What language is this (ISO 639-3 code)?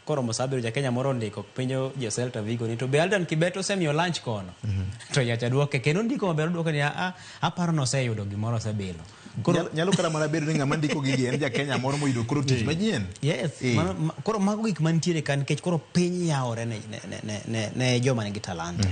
luo